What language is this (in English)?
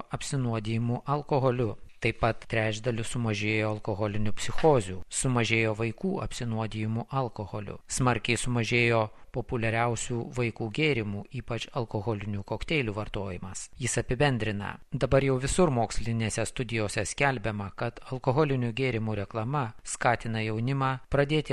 Lithuanian